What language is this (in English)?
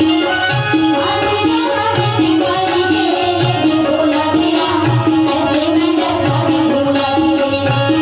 Chhattisgarhi